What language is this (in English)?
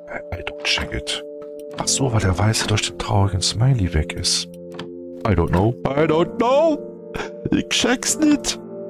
German